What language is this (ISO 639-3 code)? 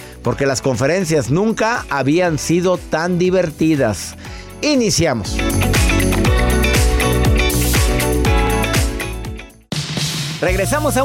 spa